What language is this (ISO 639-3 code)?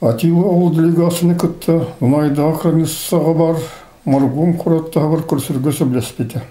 sah